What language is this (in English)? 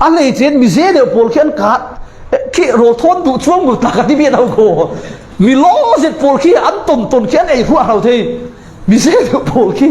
Falam Chin